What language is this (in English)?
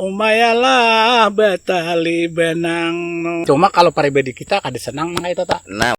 Banjar